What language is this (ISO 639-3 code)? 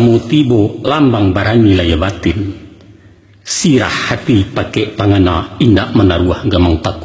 min